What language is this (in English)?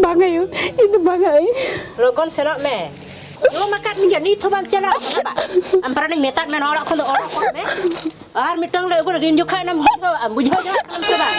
Santali